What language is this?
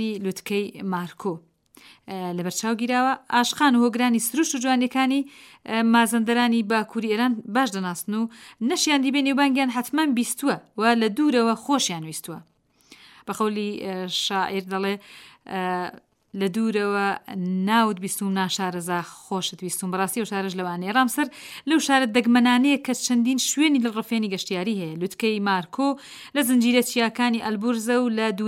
Central Kurdish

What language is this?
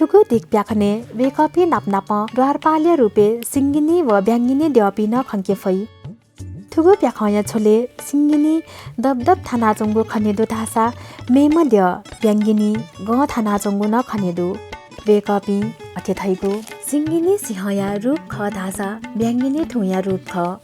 Newari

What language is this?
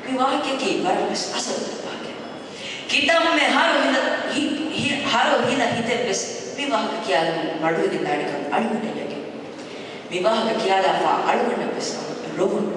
Divehi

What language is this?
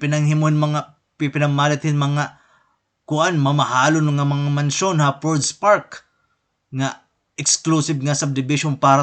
Waray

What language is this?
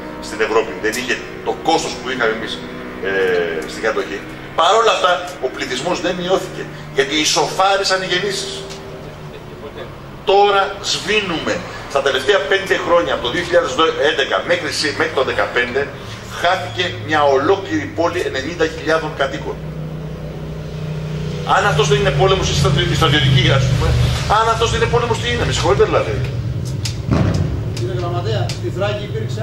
Greek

